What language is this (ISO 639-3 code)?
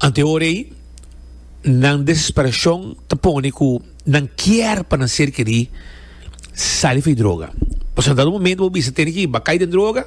pap